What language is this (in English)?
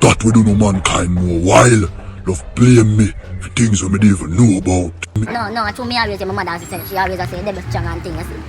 Jamaican Creole English